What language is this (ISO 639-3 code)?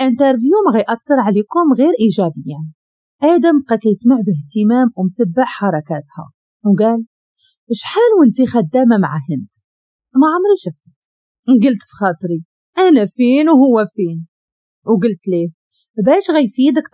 ary